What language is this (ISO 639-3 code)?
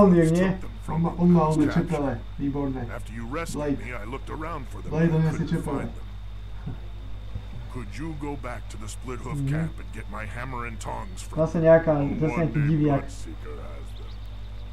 slk